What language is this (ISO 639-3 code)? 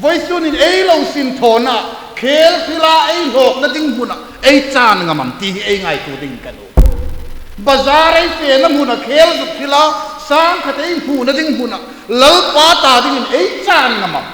hmr